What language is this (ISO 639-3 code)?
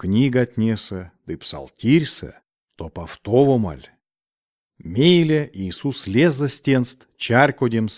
myv